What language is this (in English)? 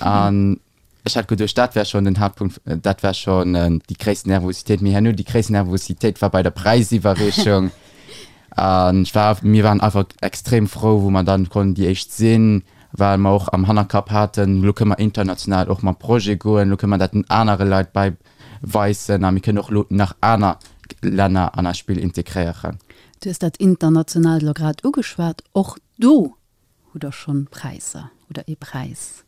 Luxembourgish